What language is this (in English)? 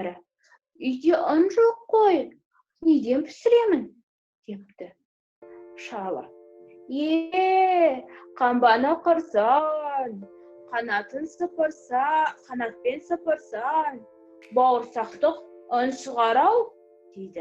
Kazakh